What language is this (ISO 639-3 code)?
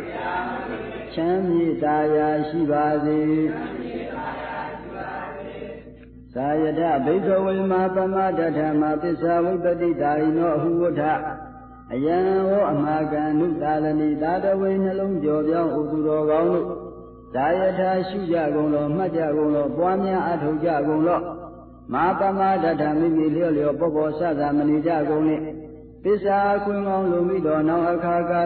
mya